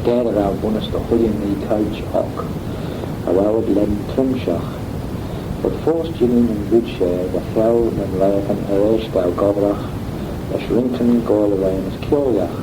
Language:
Manx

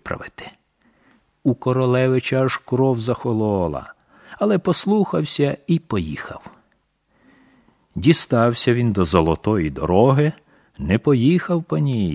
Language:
Ukrainian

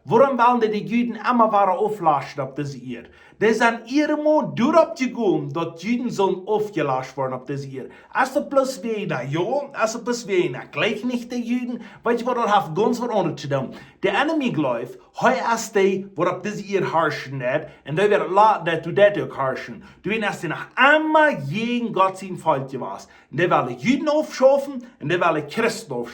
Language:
Plautdietsch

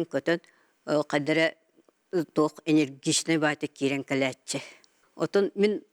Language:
Yakut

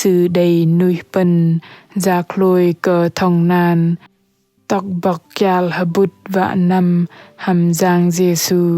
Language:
Bahnar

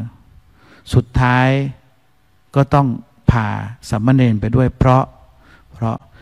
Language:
Thai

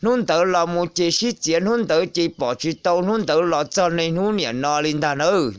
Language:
Hmong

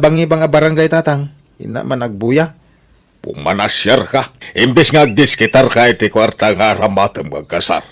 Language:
Iloko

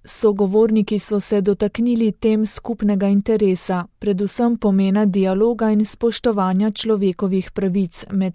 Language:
Slovenian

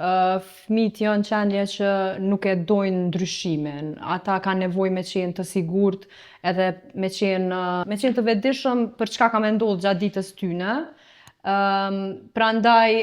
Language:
Albanian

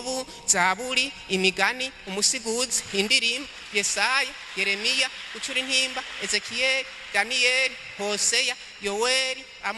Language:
Rundi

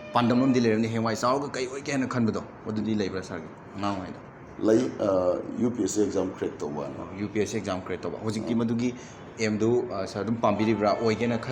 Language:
Manipuri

